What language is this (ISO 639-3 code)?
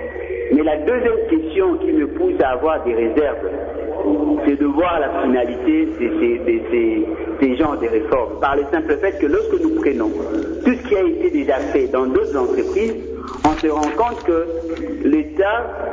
fra